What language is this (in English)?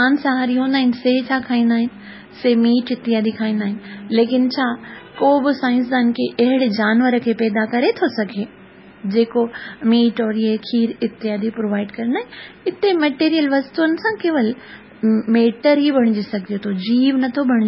Sindhi